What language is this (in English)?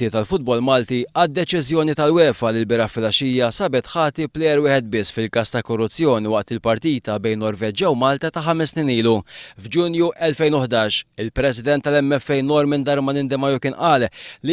Maltese